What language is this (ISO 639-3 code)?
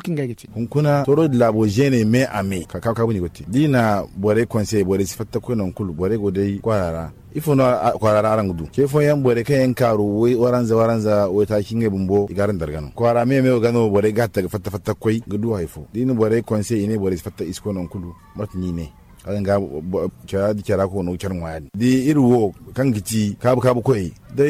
dje